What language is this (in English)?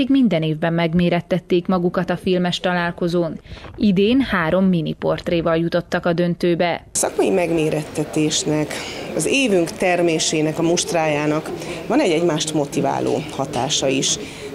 Hungarian